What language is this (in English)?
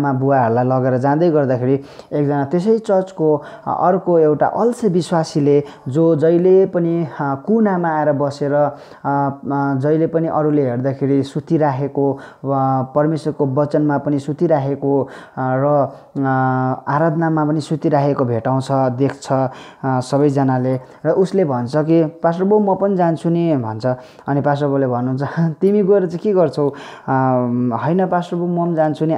Nepali